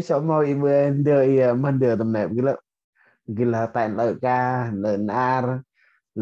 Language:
Central Mnong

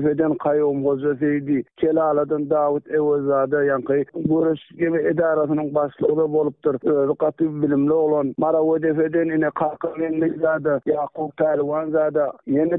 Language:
Turkmen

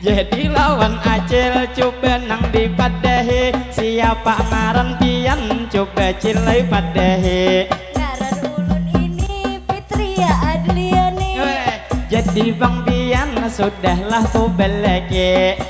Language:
Banjar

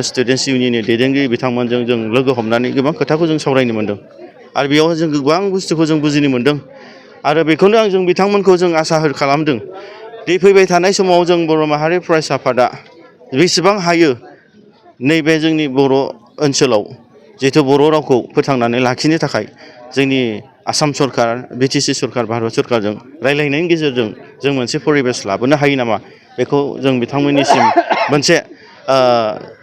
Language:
Bodo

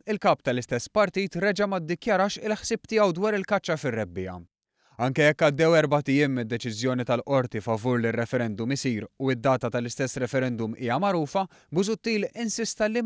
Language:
Maltese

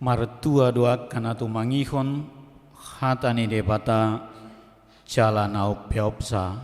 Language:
Batak Toba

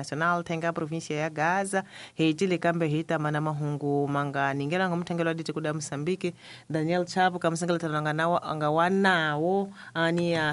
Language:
Tsonga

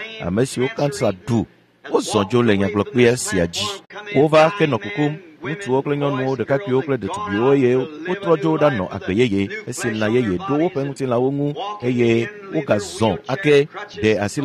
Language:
Ewe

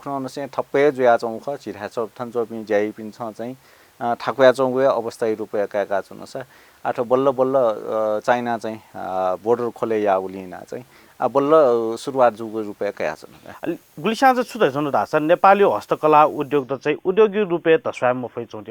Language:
Newari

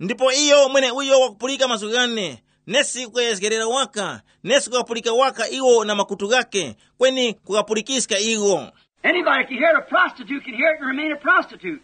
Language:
Tumbuka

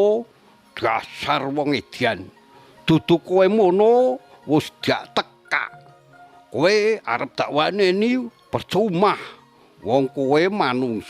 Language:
Javanese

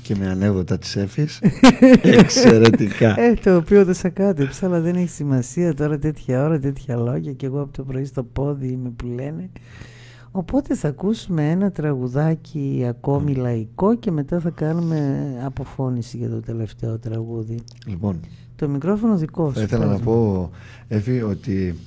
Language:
Greek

